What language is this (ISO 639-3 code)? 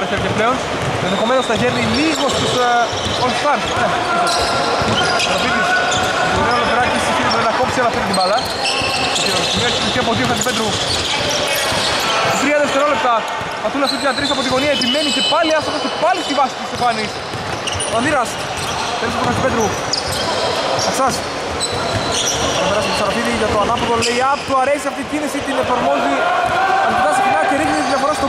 ell